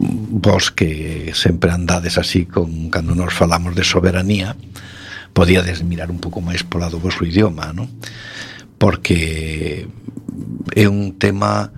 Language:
Galician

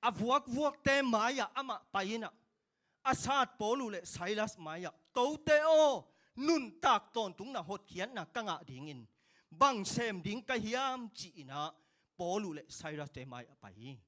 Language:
Tedim Chin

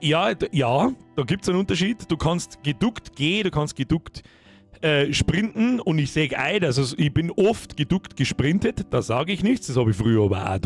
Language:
Bavarian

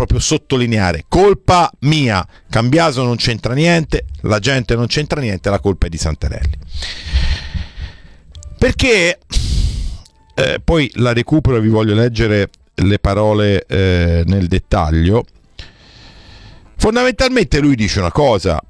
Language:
Italian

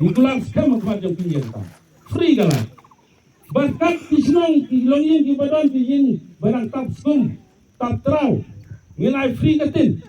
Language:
Khasi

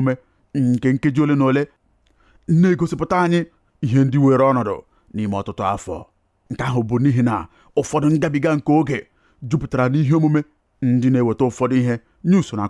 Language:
Igbo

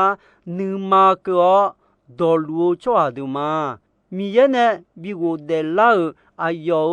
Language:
Akha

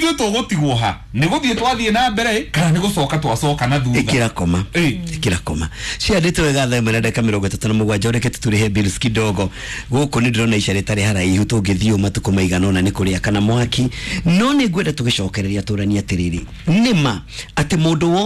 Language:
Kikuyu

